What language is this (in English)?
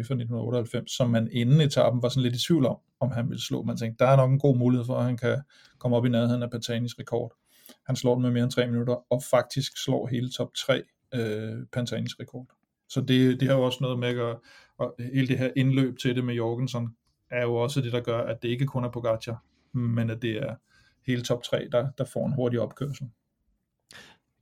Danish